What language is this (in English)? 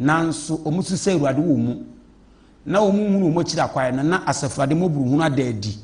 Akan